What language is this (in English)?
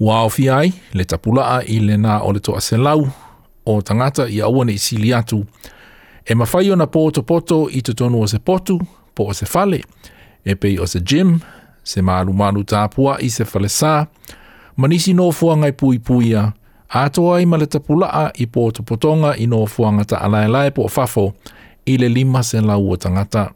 Samoan